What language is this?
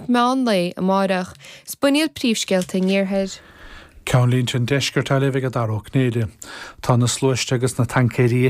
Irish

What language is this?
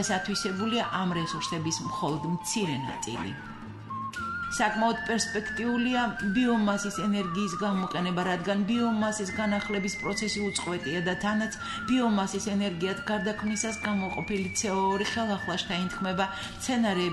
Georgian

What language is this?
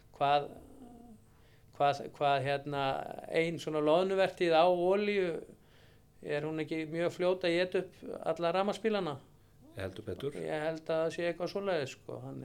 Icelandic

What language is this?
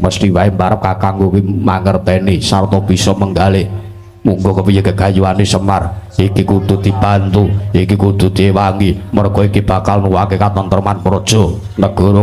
Javanese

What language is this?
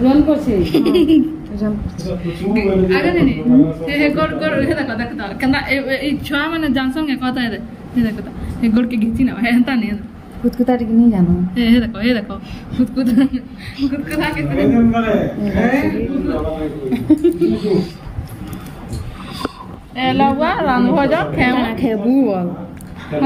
Sambalpuri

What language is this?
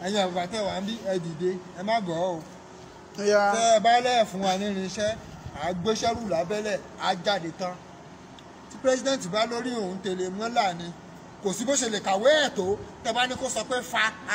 Yoruba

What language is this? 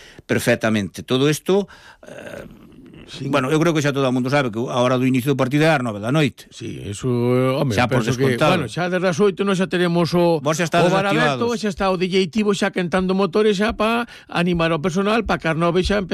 Galician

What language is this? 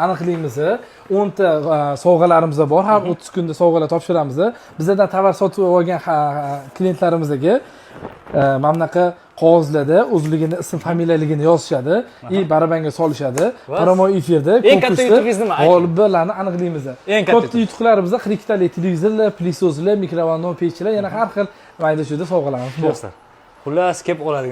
Uzbek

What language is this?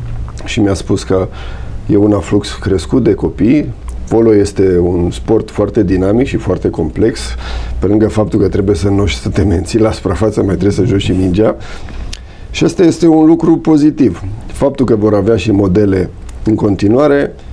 Romanian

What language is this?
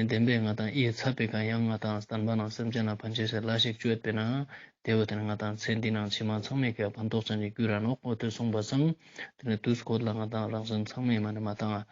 Ladakhi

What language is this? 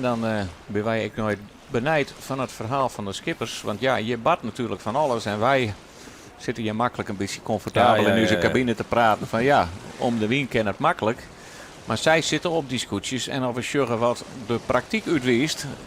Western Frisian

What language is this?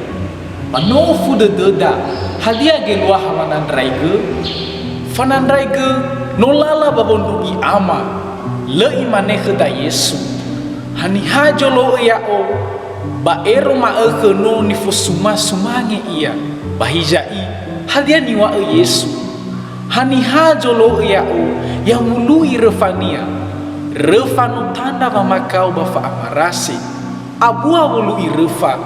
Nias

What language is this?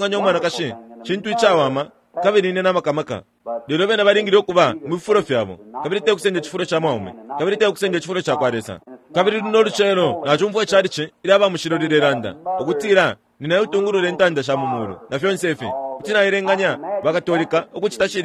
Bemba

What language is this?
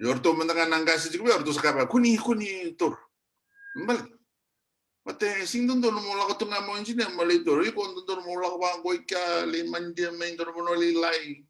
Fijian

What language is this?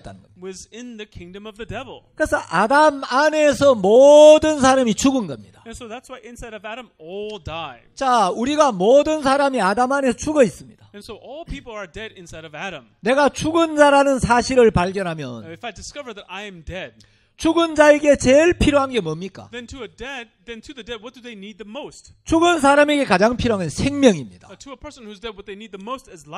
Korean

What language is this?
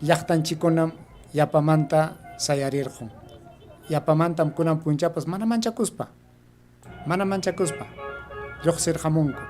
Ayacucho Quechua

